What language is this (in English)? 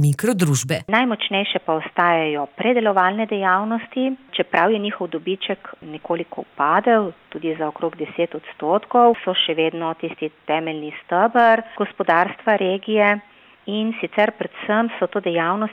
Slovenian